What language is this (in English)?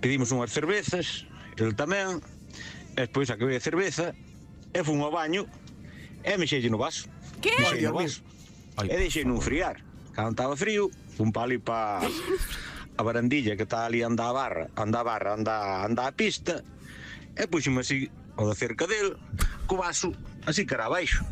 Galician